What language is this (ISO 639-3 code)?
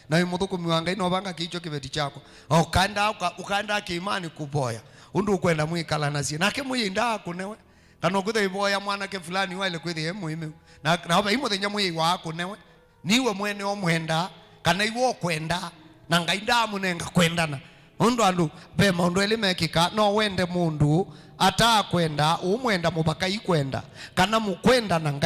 kam